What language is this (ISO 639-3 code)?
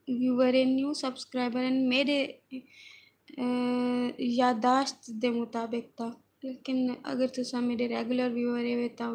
skr